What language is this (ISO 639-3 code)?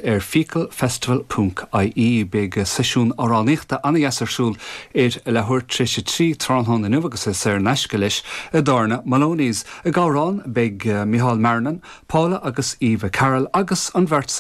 gle